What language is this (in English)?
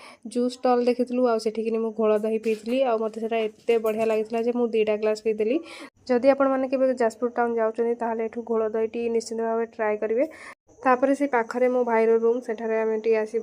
Odia